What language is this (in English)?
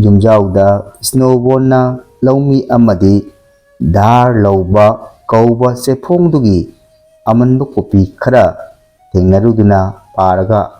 Manipuri